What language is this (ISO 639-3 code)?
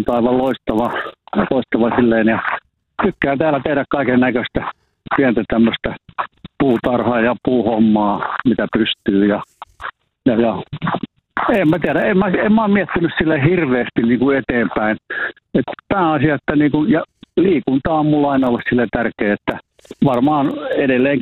fin